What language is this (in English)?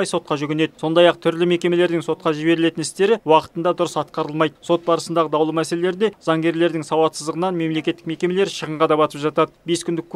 Kazakh